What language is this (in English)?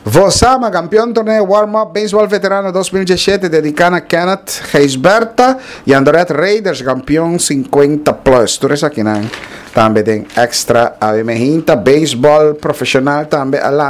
Papiamento